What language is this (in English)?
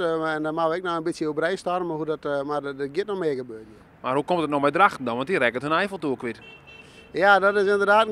Western Frisian